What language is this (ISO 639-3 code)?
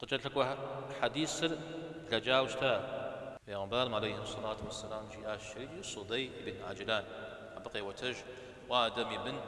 kbd